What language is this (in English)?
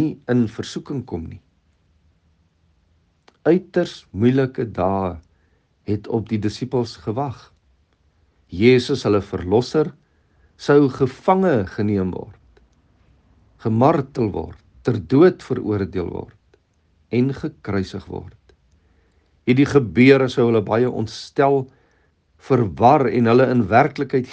Afrikaans